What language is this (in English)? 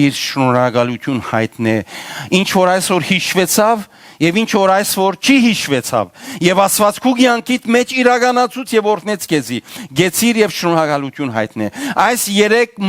Western Armenian